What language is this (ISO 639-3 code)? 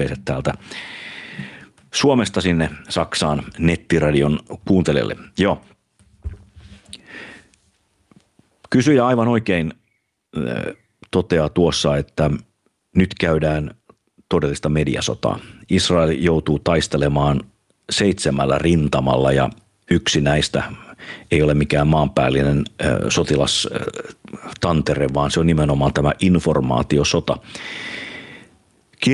fin